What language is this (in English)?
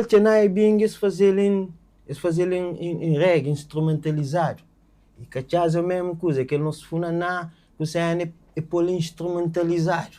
Kabuverdianu